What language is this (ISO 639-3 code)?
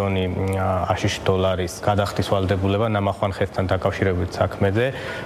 kat